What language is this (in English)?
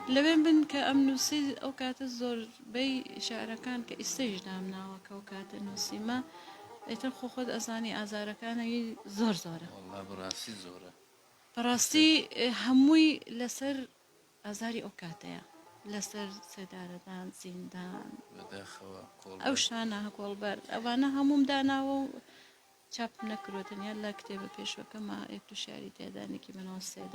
Central Kurdish